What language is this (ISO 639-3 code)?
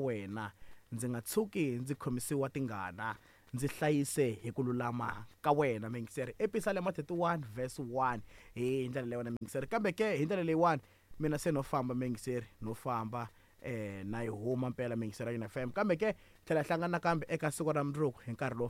tso